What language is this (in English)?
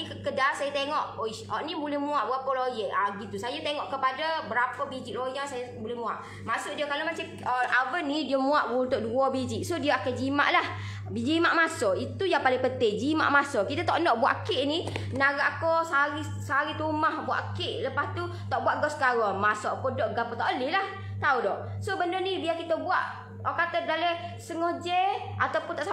Malay